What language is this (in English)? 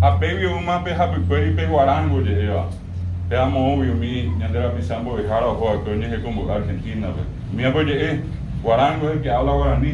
Guarani